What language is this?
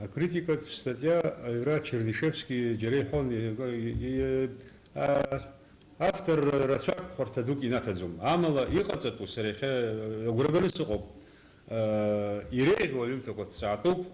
Abkhazian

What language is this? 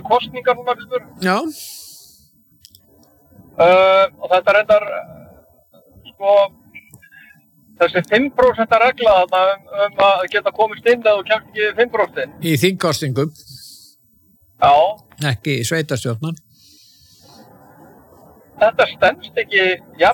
Icelandic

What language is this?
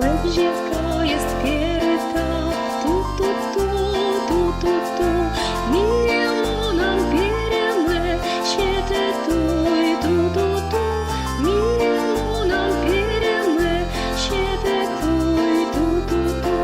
Komi-Permyak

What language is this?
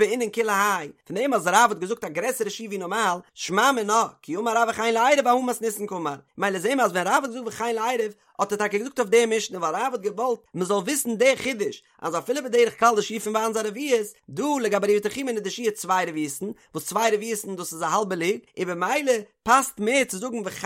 Yiddish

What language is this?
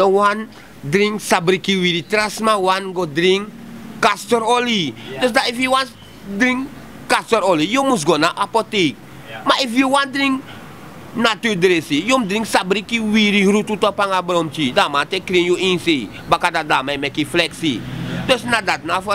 Sranan Tongo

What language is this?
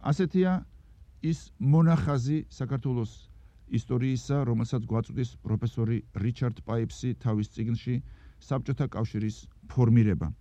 Georgian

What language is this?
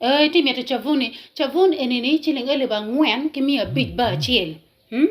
Acoli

